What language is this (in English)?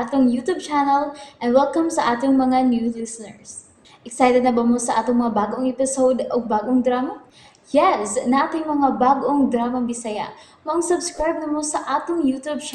Cebuano